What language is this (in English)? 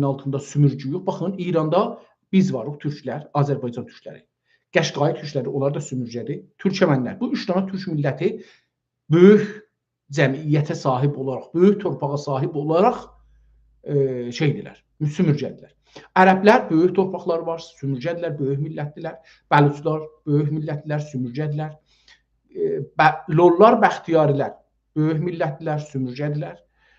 South Azerbaijani